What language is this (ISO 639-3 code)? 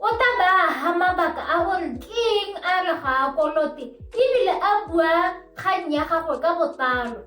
tsn